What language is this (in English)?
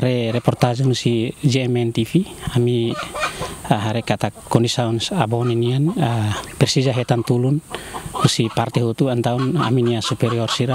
Tetum